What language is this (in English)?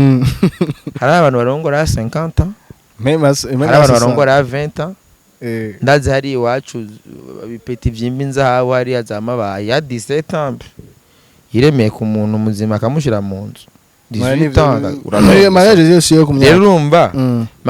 Rundi